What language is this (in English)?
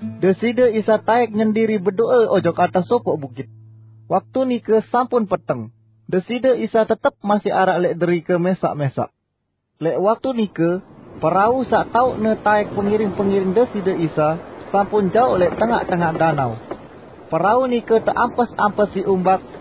Sasak